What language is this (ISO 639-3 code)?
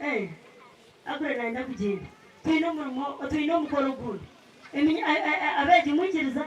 nyn